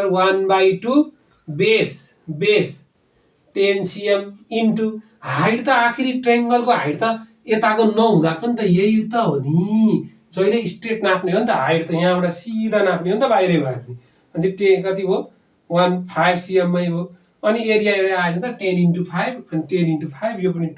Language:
Nepali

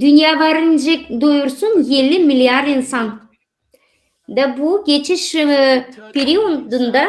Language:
Gagauz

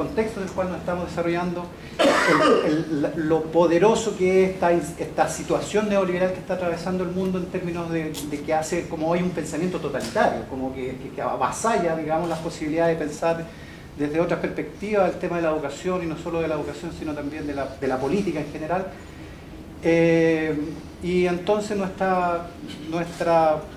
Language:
Spanish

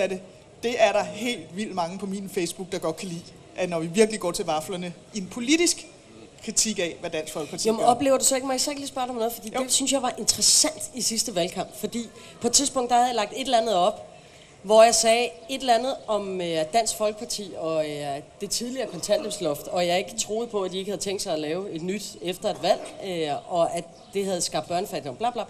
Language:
Danish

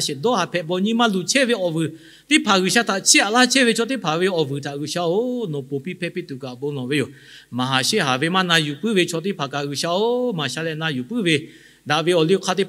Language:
Lahu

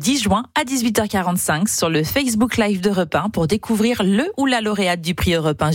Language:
French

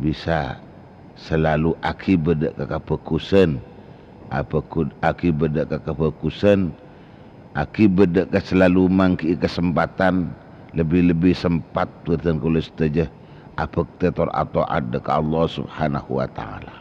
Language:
Madurese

